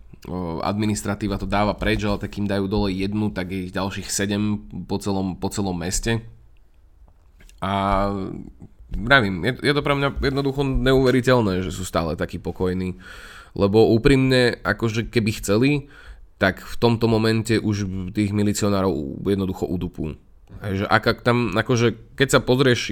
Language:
Slovak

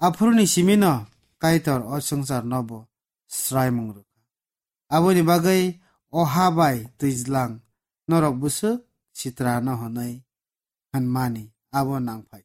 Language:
Kok Borok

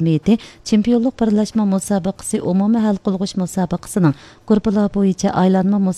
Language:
Uyghur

